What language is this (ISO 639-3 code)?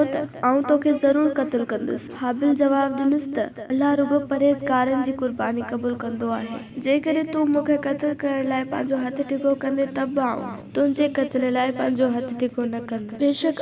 snd